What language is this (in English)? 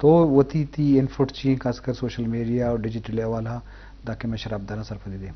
Eastern Balochi